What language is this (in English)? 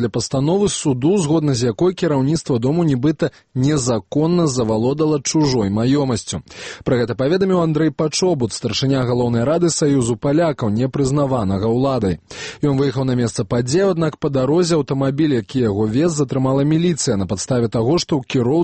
Belarusian